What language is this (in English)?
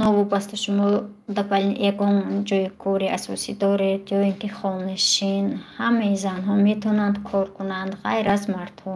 Tajik